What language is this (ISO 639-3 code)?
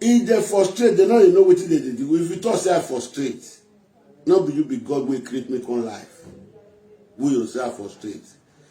pcm